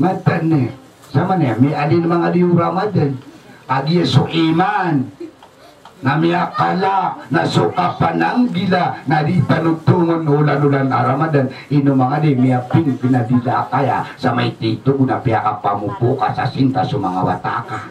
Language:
Maranao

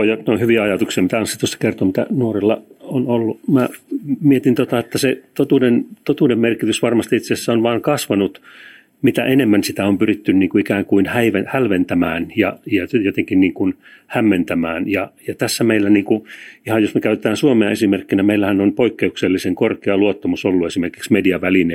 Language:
Finnish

